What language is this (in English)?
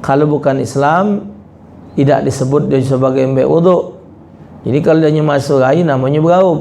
Musi